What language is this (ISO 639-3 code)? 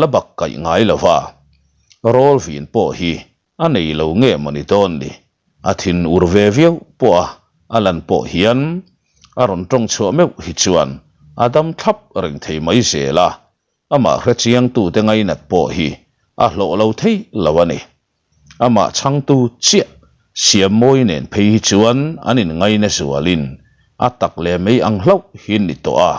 lus